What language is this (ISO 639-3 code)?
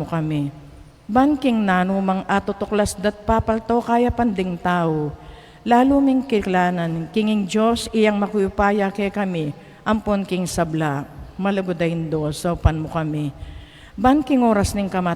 pam